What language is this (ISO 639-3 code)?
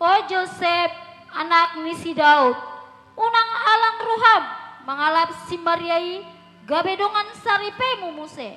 bbc